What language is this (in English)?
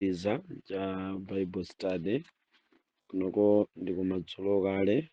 Nyanja